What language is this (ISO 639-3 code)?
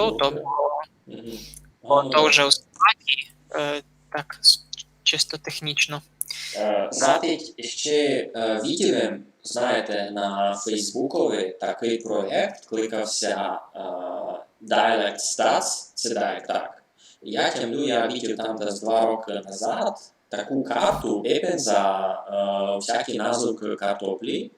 rue